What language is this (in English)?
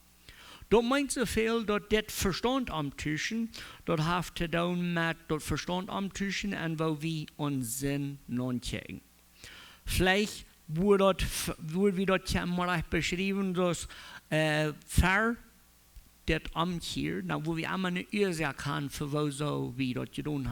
Plautdietsch